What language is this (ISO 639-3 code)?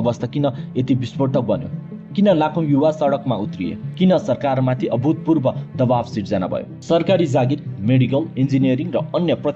nep